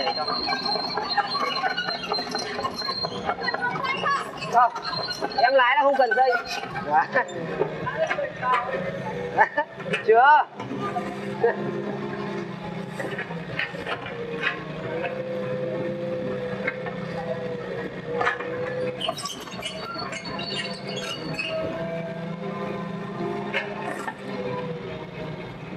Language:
Vietnamese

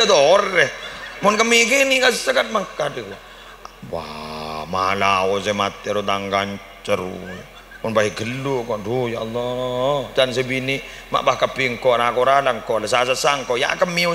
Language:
Madurese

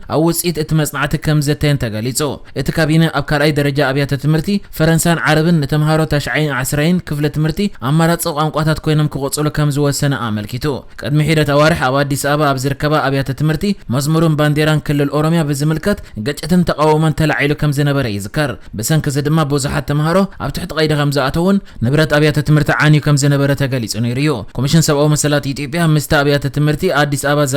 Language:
Tigrinya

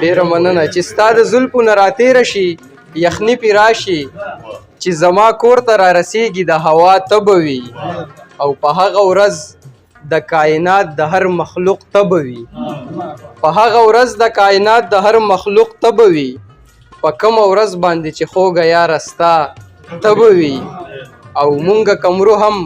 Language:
Pashto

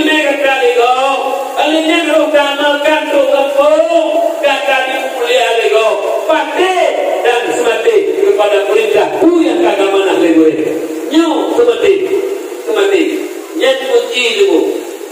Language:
Achinese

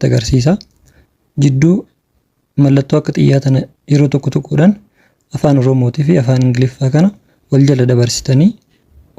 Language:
Oromo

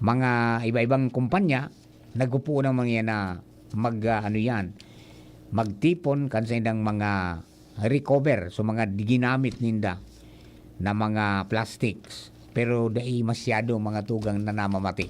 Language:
Bikol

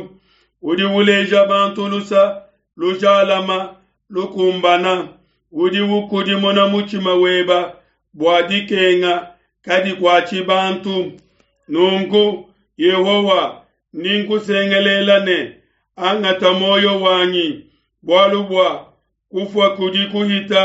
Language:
Luba-Lulua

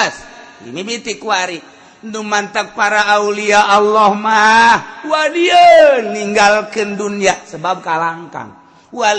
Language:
Sundanese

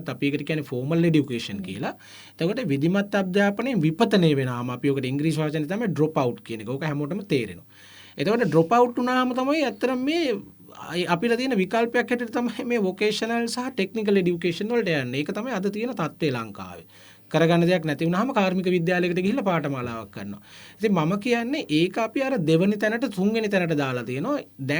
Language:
Sinhala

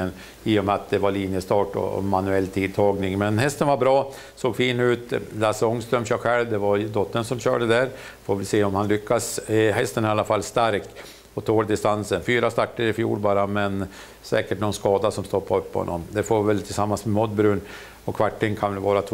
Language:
Swedish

